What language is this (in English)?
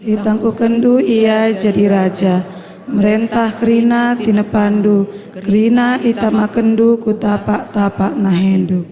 Batak Karo